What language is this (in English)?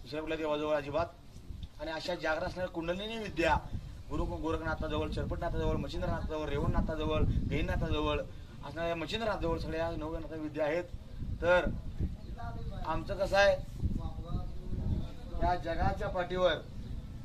Marathi